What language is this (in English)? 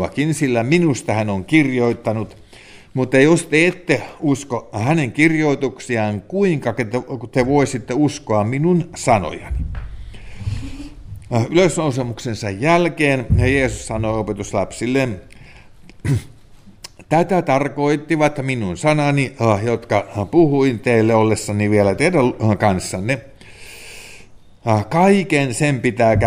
Finnish